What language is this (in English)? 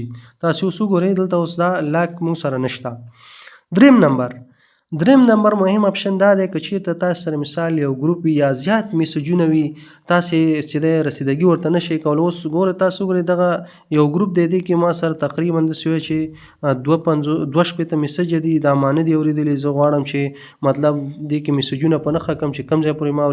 Pashto